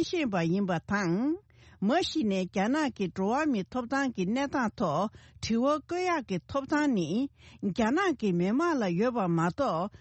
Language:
Tibetan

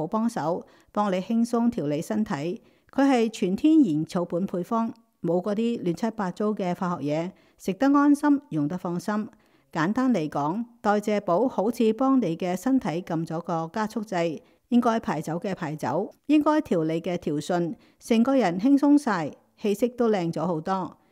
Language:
Cantonese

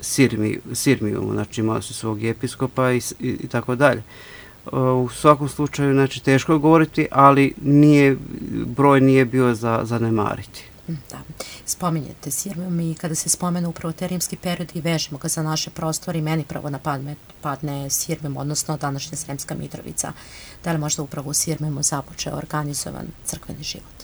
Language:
Serbian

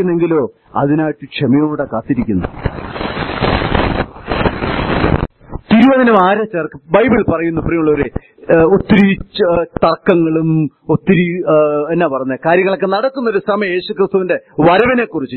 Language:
Malayalam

